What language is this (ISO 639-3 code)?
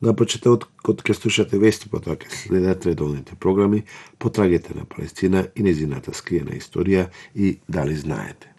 mkd